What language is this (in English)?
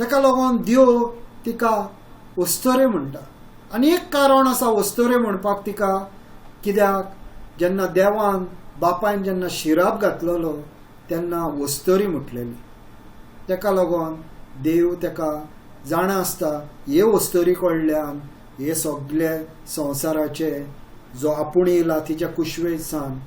Konkani